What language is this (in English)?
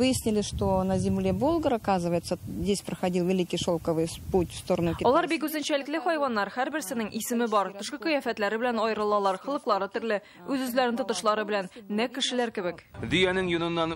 Tatar